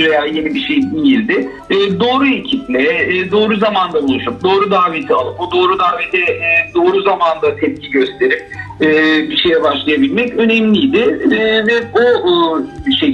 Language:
Turkish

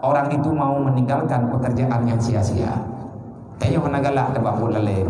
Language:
Achinese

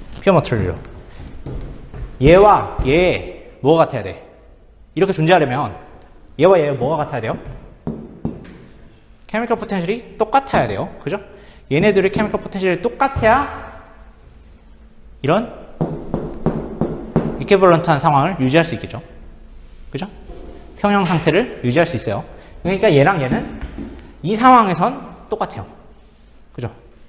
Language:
Korean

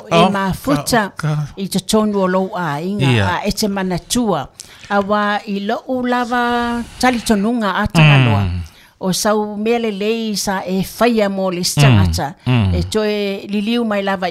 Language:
Samoan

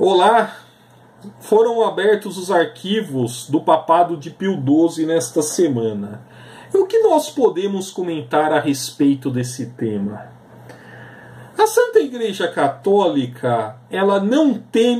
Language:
Portuguese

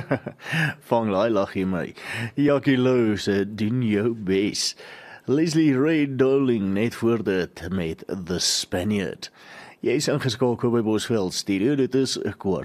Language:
Afrikaans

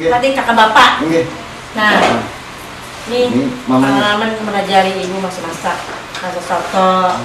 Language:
Banjar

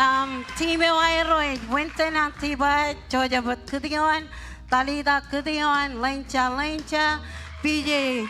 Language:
Marshallese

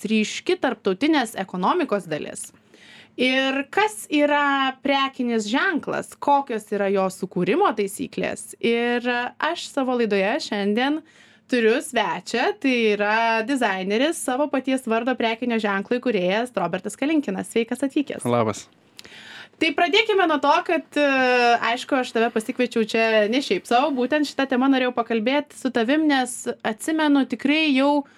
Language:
Lithuanian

